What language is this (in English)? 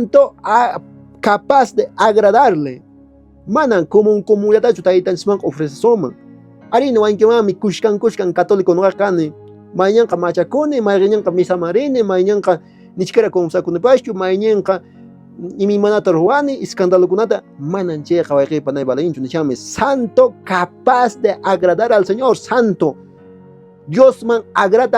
Quechua